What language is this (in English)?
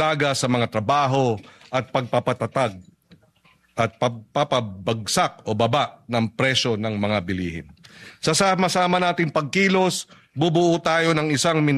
Filipino